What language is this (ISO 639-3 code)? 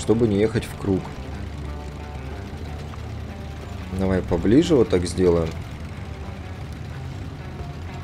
rus